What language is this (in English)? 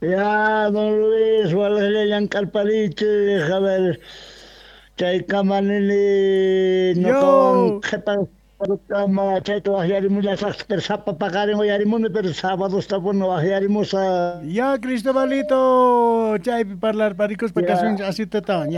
Quechua